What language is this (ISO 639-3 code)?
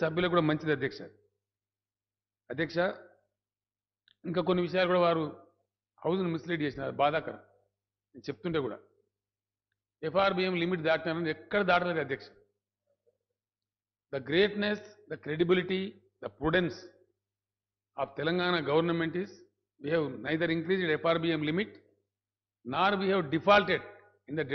tel